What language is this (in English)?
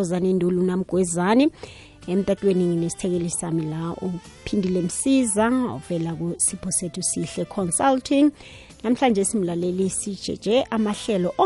South Ndebele